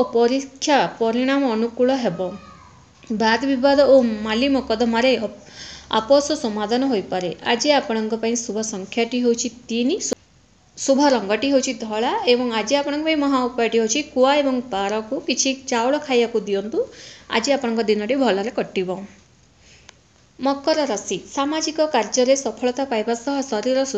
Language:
Odia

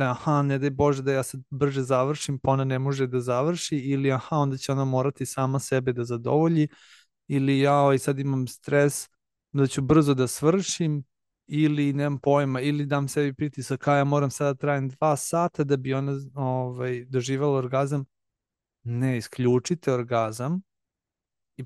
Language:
Serbian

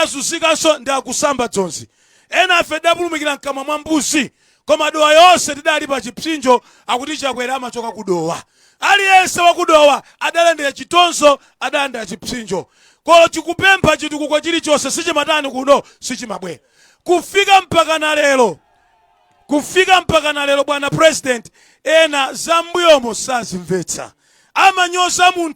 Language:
Nyanja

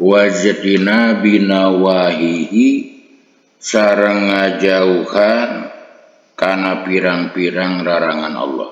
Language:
Sundanese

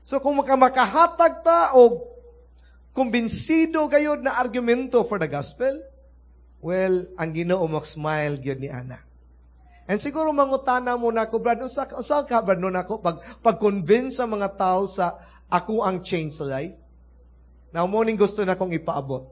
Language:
Cebuano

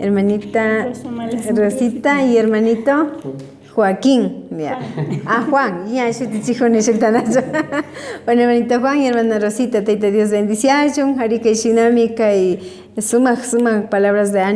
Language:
Imbabura Highland Quichua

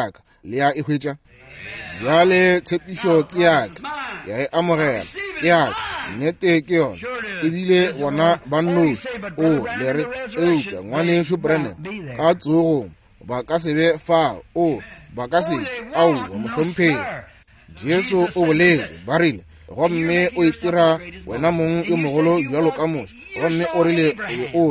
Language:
Northern Sotho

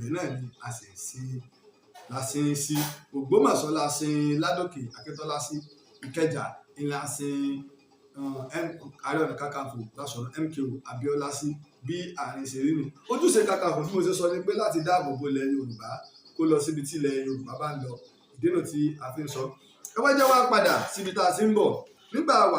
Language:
Yoruba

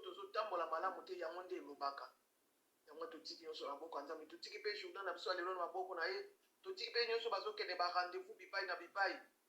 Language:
Lingala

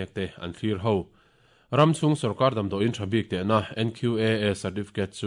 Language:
Mizo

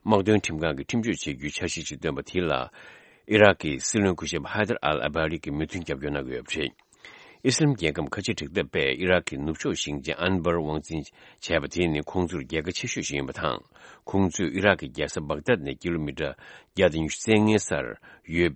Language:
Tibetan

